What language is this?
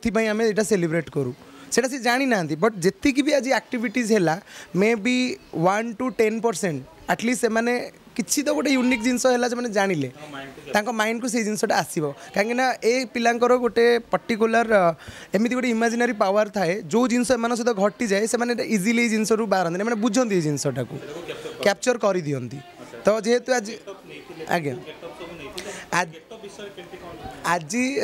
Odia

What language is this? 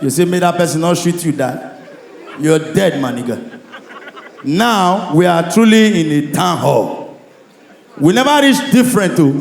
Nigerian Pidgin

